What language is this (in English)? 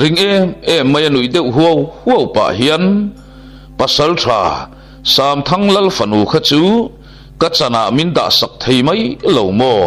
Mizo